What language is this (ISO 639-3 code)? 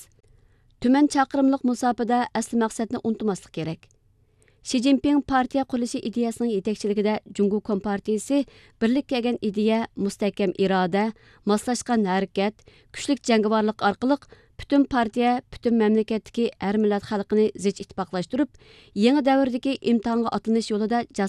uig